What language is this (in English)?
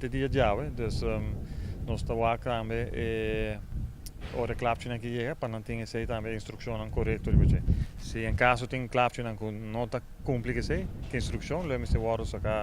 Papiamento